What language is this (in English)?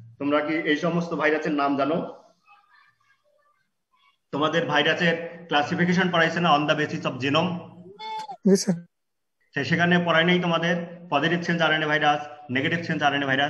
Bangla